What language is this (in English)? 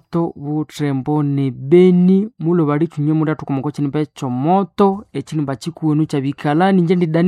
Nande